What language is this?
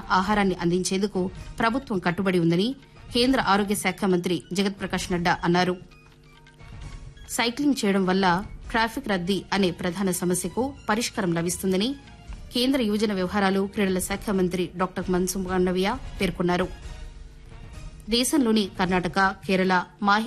Telugu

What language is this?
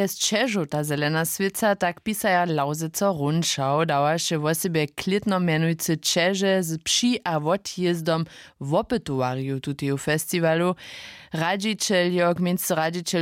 Upper Sorbian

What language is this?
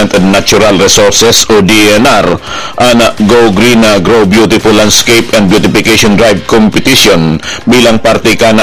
Bikol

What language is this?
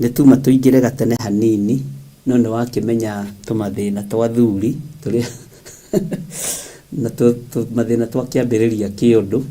Kikuyu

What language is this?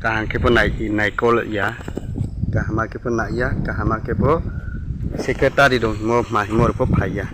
Riang (India)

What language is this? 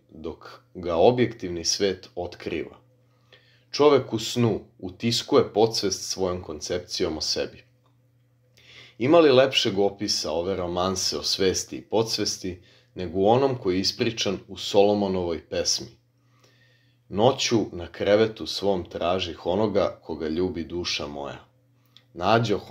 Serbian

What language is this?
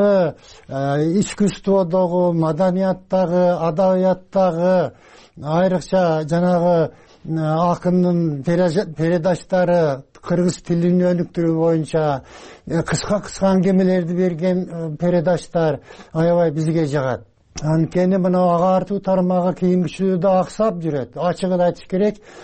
Kyrgyz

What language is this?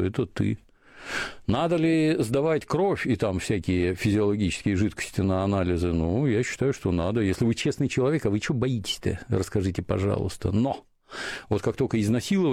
Russian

